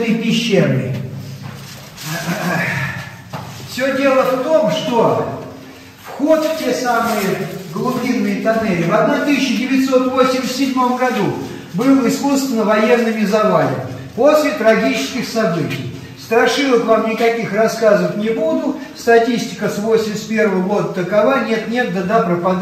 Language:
Russian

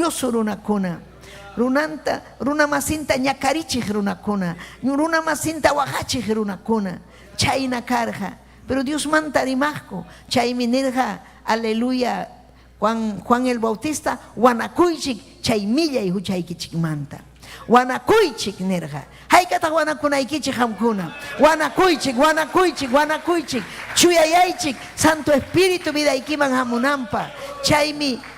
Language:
Ayacucho Quechua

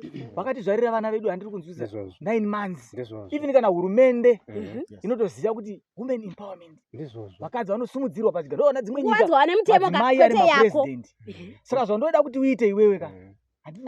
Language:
Shona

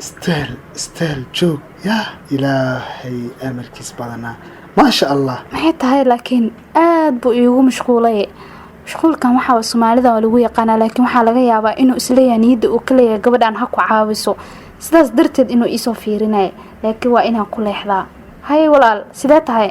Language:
Somali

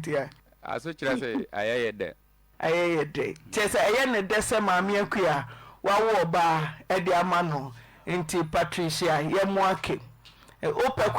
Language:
Akan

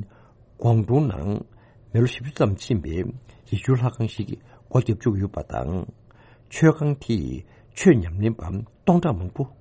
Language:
Tibetan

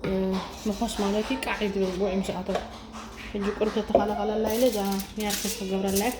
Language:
Tigrinya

